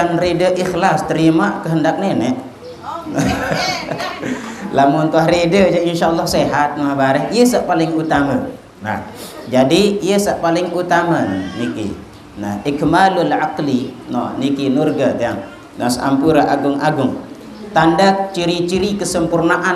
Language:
Sasak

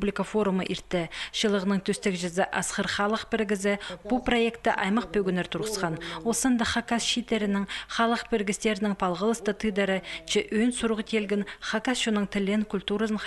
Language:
Khakas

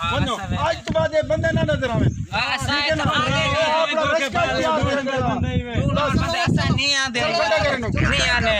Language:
Saraiki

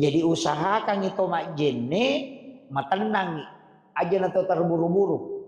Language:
Buginese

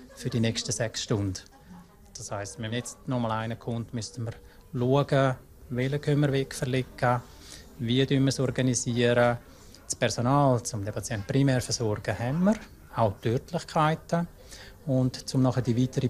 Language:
Romansh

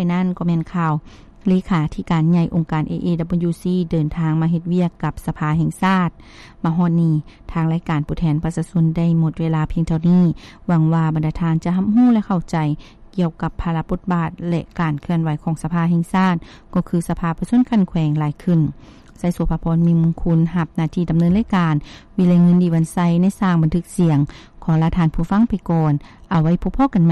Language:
Lao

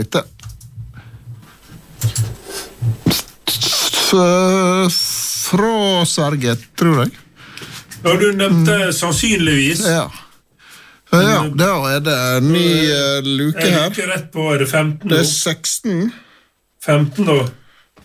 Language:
Norwegian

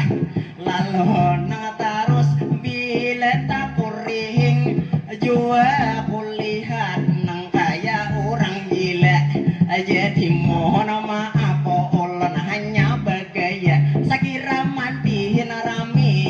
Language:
Banjar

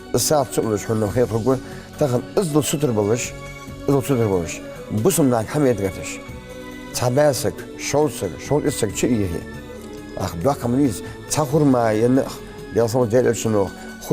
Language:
Ingush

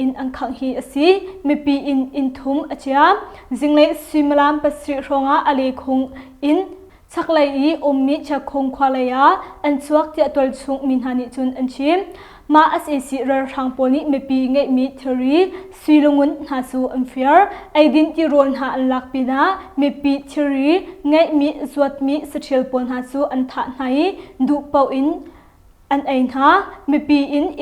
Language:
Hakha Chin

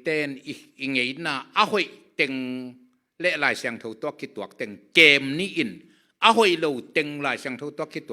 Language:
Tedim Chin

